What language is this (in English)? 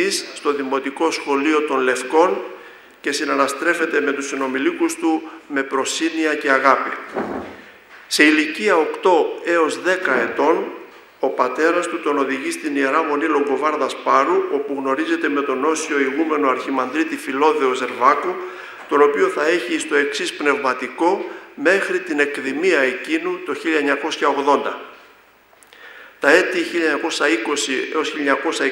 Greek